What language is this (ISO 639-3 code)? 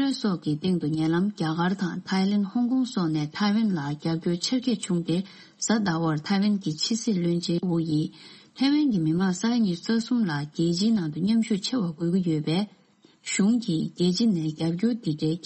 bod